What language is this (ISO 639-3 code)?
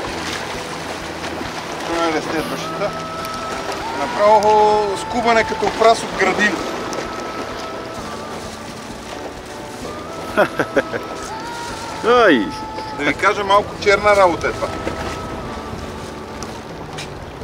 bul